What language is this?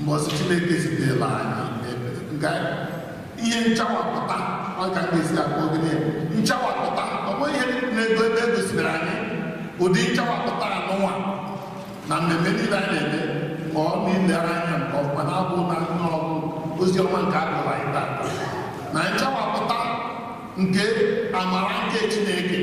Igbo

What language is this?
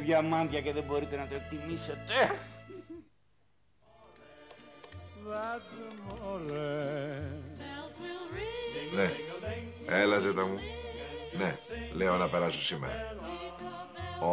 Greek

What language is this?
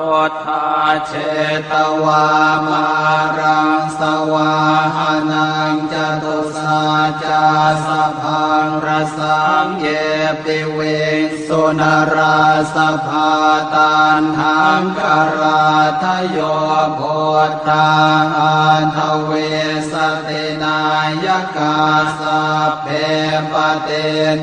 Pali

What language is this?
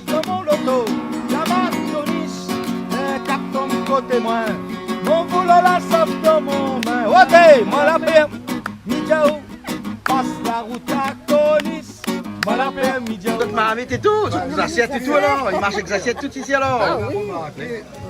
Réunion Creole French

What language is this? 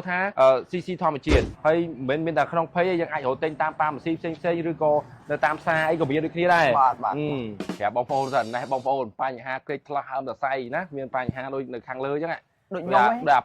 Khmer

